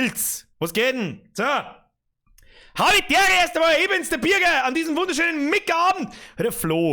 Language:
Bavarian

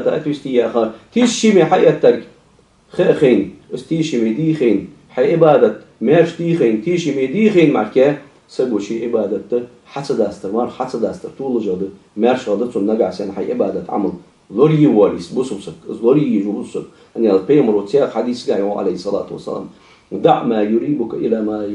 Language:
Ingush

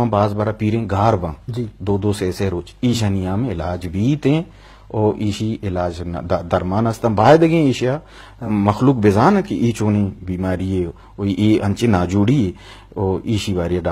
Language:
Eastern Balochi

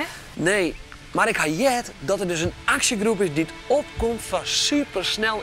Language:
Western Frisian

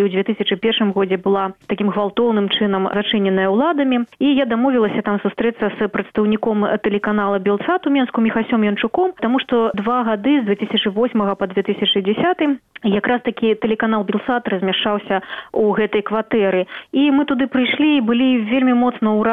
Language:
Belarusian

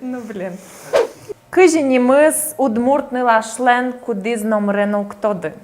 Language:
Udmurt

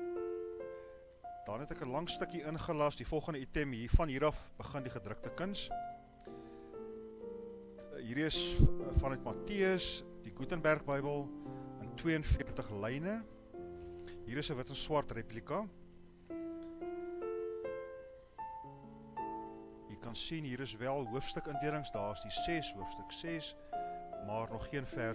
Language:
Afrikaans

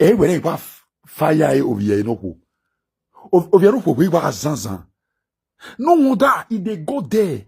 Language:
Nigerian Pidgin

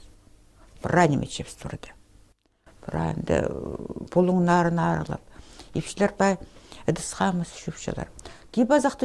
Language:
Khakas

